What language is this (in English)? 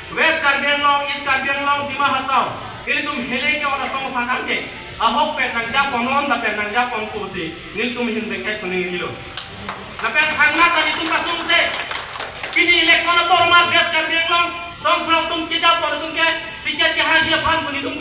Karbi